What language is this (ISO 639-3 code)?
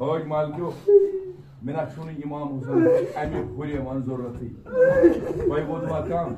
kas